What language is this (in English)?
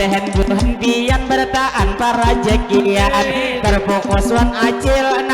Banjar